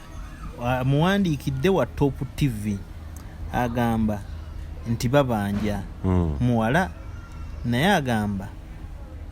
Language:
Ganda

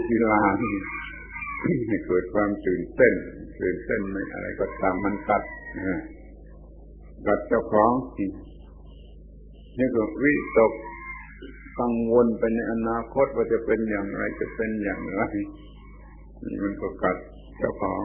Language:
Thai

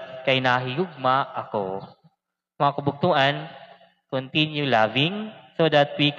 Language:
Waray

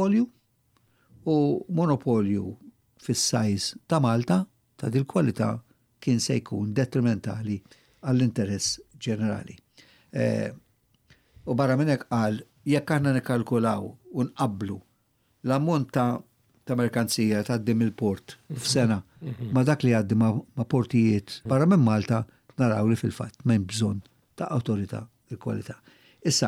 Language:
Maltese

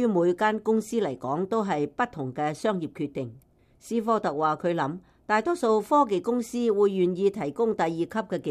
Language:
Cantonese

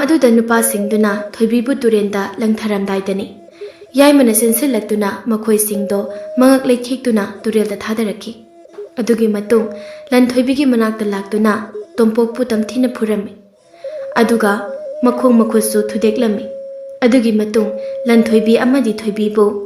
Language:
Manipuri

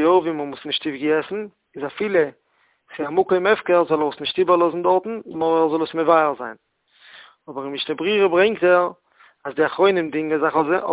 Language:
Yiddish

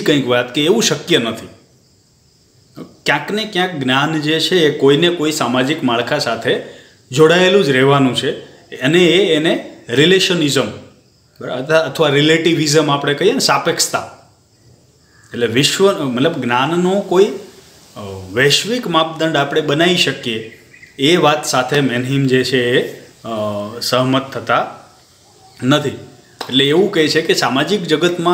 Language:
Gujarati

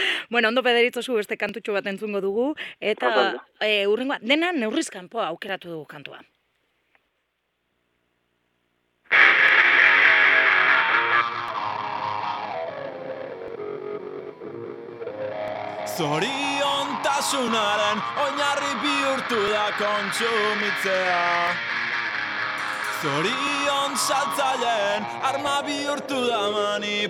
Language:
Basque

